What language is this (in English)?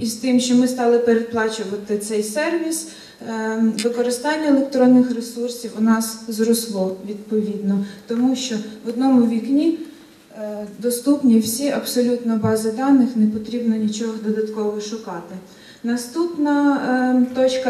Ukrainian